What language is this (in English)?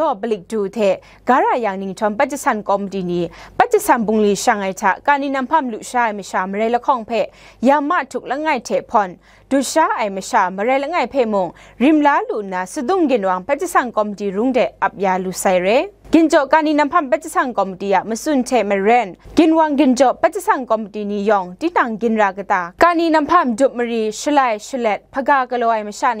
Kachin